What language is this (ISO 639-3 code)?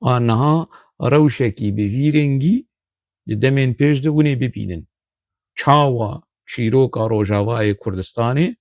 kur